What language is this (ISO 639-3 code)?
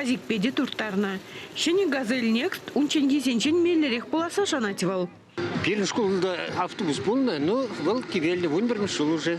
chv